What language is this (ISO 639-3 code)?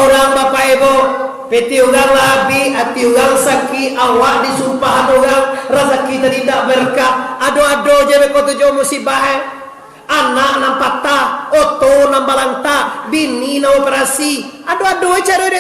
min